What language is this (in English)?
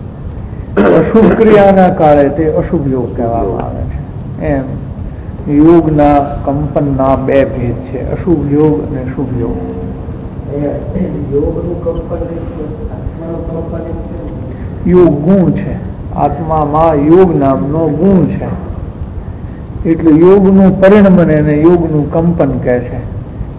Gujarati